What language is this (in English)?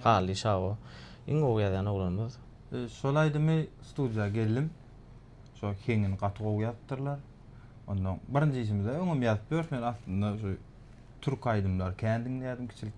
Turkmen